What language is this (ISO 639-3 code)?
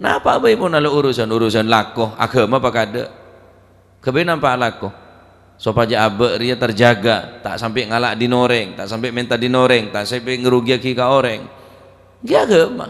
mad